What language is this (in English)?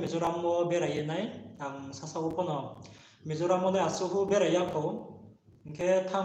Riang (India)